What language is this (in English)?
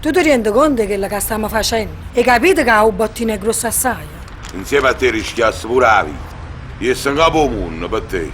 Neapolitan